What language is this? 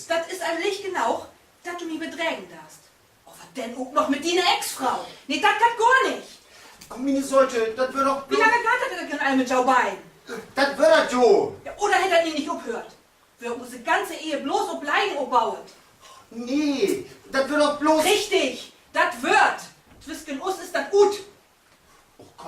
Low German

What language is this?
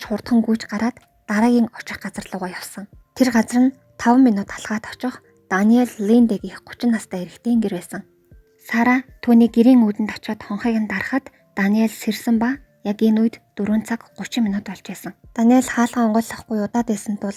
Mongolian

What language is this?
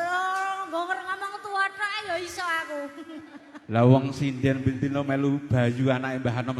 Javanese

